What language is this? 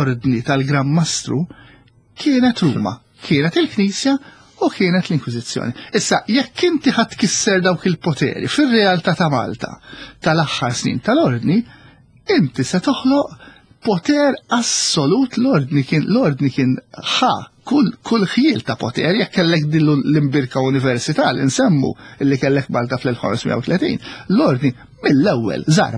Maltese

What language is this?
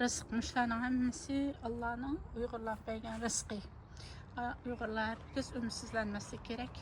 Uyghur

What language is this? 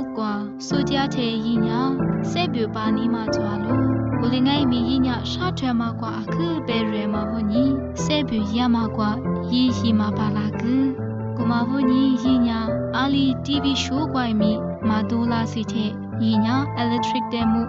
Lisu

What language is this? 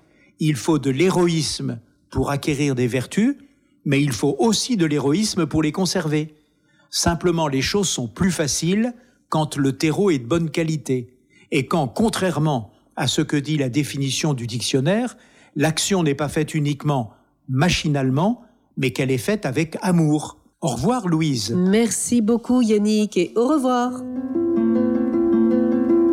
French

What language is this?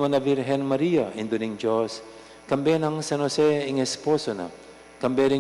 Pampanga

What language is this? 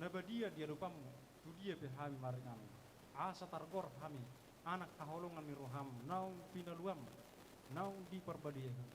Batak Toba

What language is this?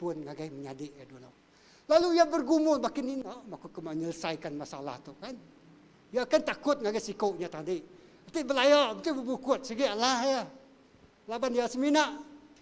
Iban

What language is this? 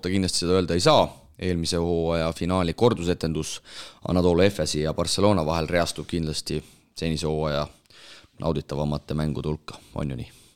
Estonian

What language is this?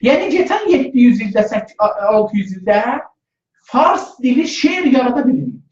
South Azerbaijani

